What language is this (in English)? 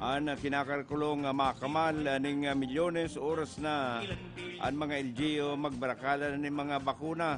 Bikol